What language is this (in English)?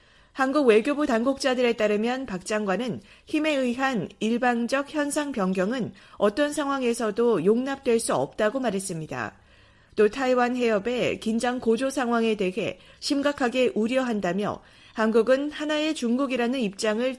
Korean